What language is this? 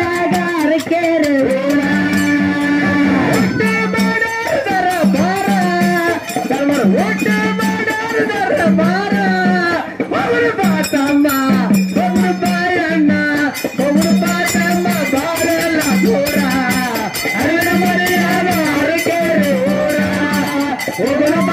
Kannada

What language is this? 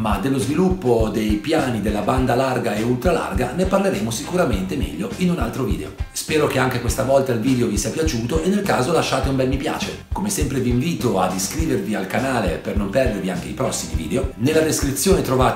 Italian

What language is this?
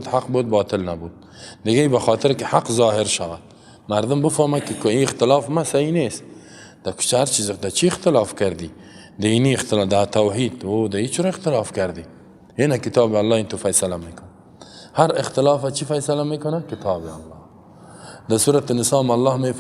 Persian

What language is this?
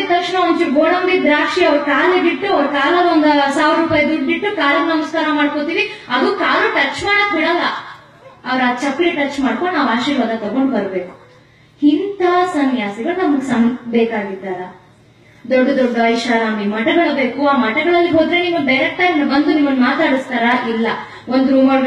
Kannada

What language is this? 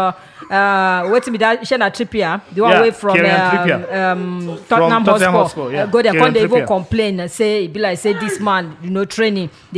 Nigerian Pidgin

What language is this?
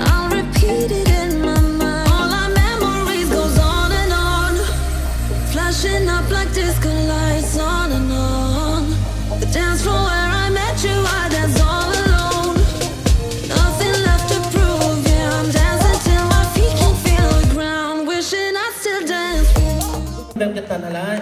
Hakha Chin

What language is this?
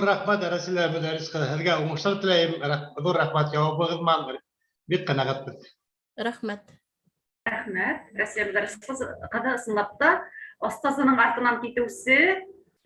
Bashkir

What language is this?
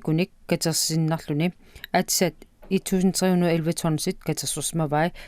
Kalaallisut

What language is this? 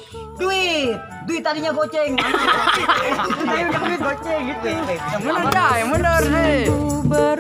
Betawi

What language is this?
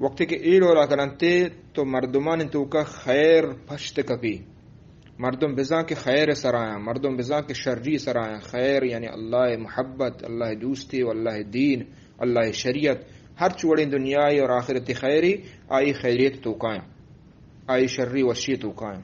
Eastern Balochi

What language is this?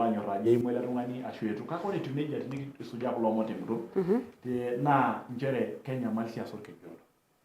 Masai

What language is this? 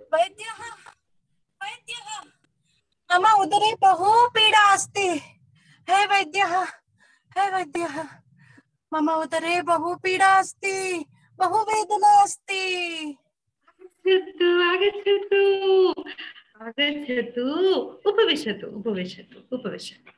Sanskrit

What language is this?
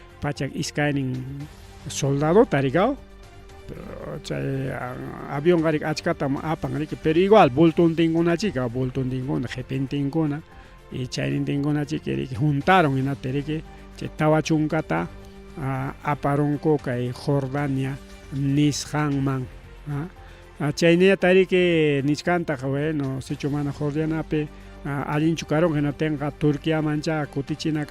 Ayacucho Quechua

